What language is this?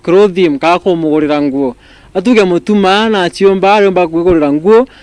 Meru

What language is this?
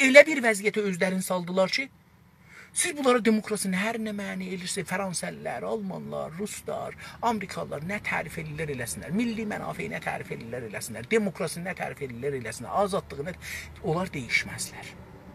South Azerbaijani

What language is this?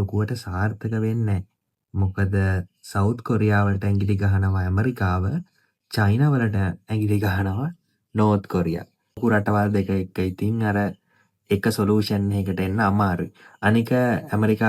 Sinhala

